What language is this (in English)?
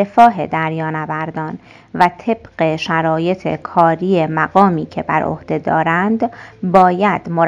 Persian